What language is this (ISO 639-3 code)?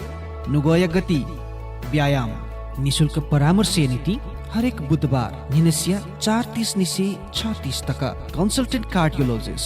new